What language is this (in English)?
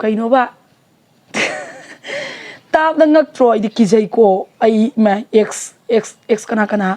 Manipuri